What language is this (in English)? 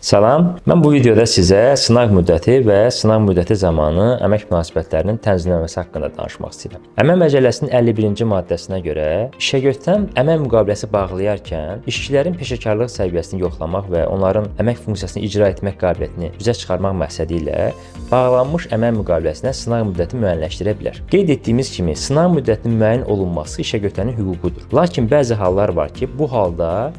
Azerbaijani